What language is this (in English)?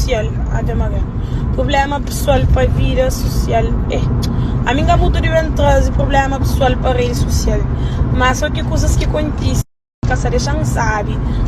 Kabuverdianu